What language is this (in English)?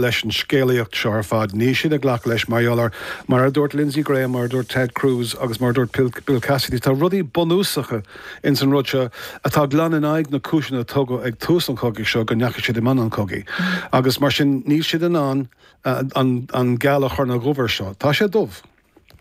Irish